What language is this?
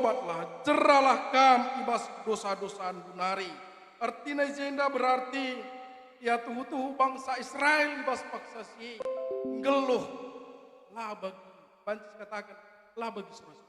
Batak Karo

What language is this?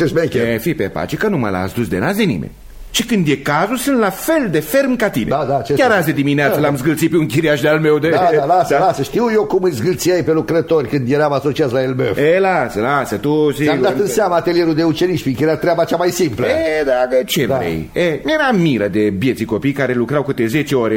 Romanian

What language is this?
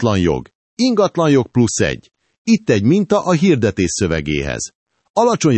Hungarian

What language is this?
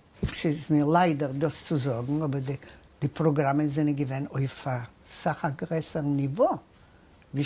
Yiddish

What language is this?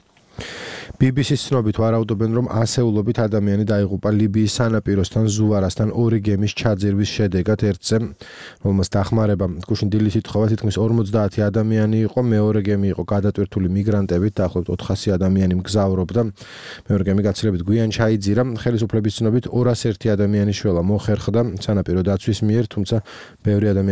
Georgian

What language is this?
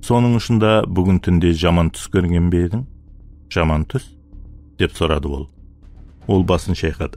Kara-Kalpak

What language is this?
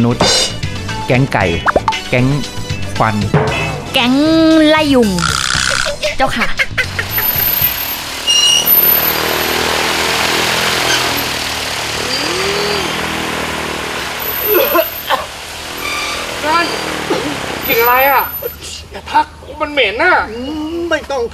Thai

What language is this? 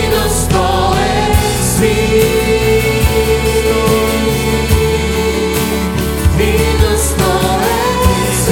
Bulgarian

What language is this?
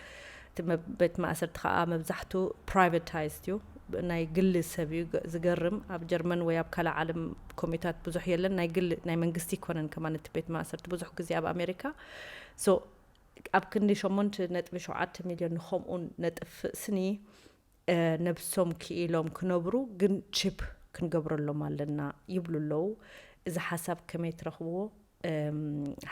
Tigrinya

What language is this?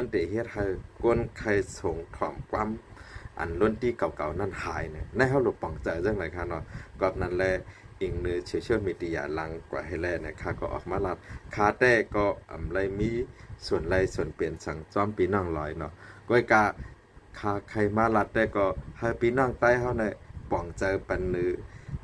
Shan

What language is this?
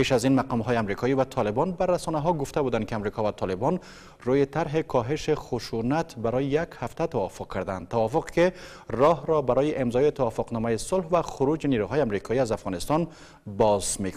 Persian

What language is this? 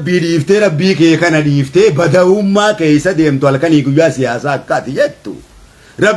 Oromo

